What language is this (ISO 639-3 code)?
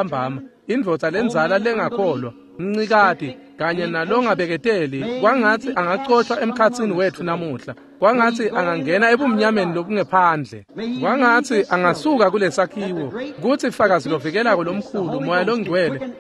ssw